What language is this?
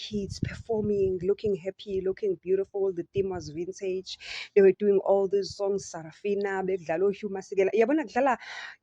Zulu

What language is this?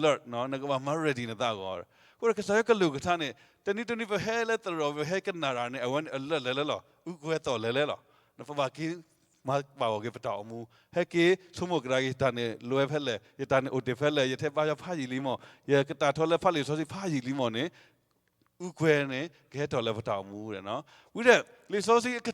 S'gaw Karen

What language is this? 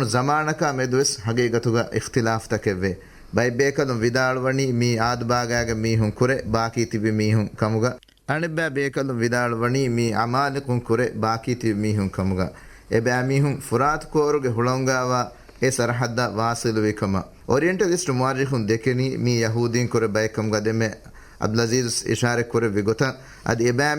Divehi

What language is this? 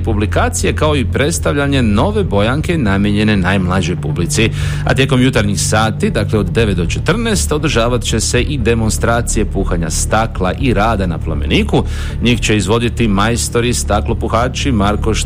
Croatian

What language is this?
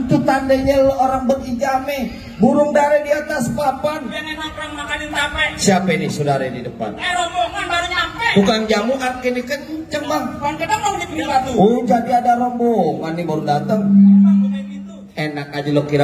Betawi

